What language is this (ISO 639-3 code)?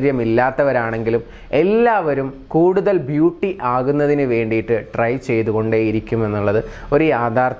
mal